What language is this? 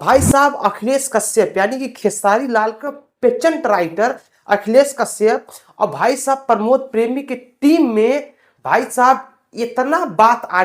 Bhojpuri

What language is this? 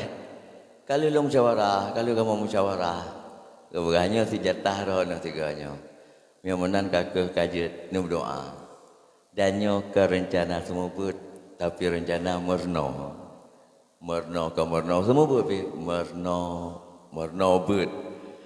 Achinese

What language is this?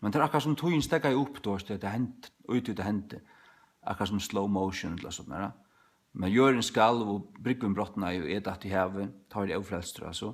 Faroese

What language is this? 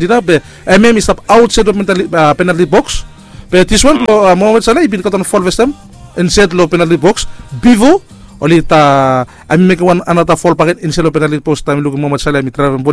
Bislama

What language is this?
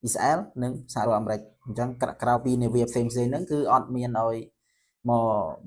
Khmer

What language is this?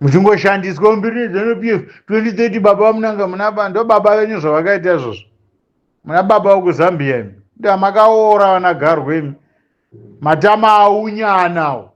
Shona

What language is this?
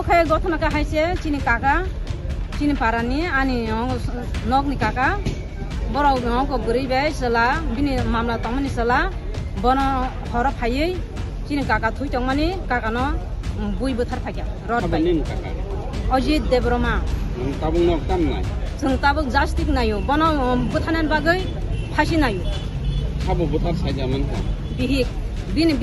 Kok Borok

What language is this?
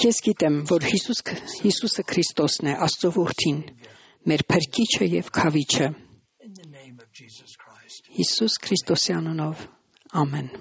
Armenian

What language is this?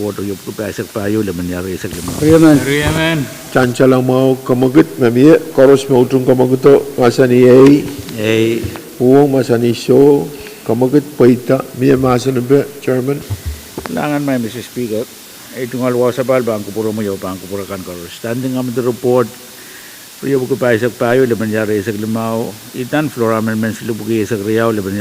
Pohnpeian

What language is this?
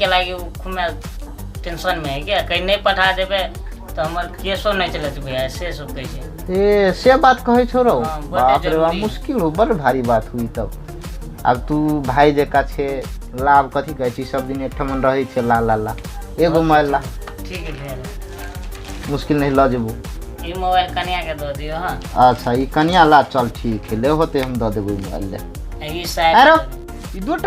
Maithili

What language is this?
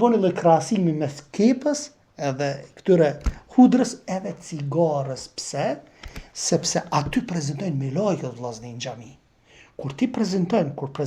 Albanian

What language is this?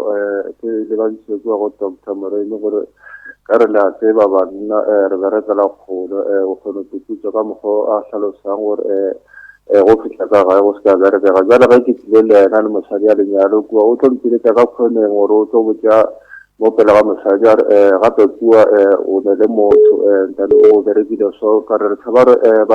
Northern Sotho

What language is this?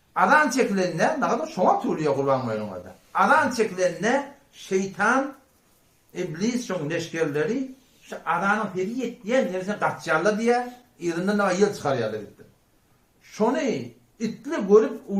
Turkmen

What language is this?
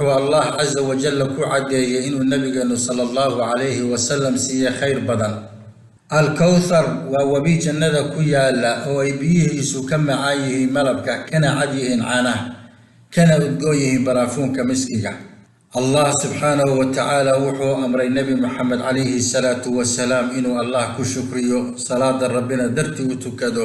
Somali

